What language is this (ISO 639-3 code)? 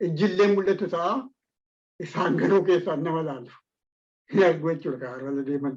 orm